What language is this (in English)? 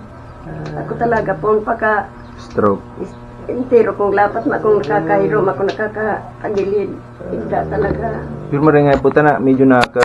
Bikol